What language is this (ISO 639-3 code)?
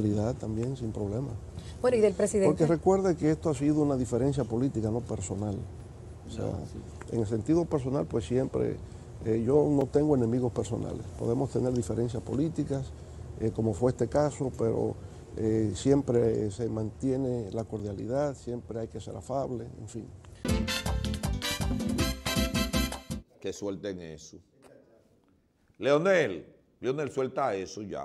spa